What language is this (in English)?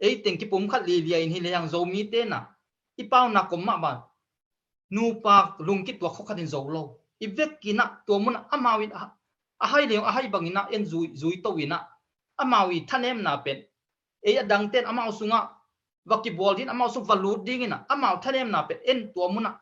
Tedim Chin